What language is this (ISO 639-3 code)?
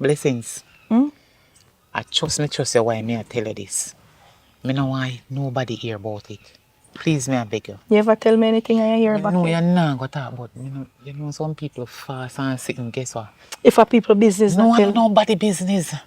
jam